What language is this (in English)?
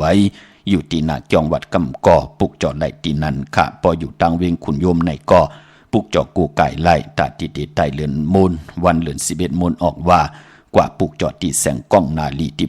Shan